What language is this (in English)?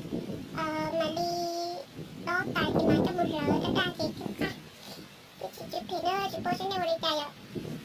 Hmong